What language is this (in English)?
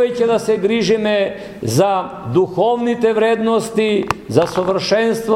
Macedonian